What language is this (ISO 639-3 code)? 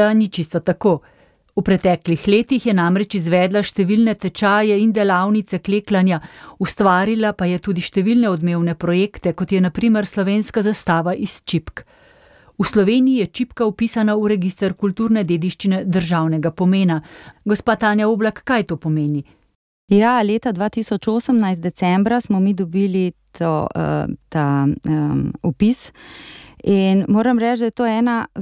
slv